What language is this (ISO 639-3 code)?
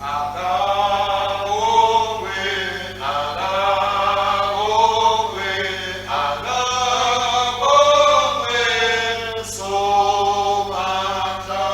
ssw